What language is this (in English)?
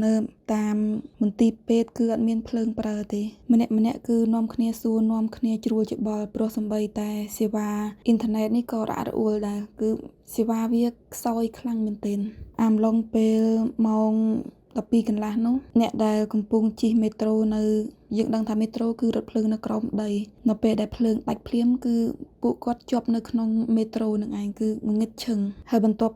Khmer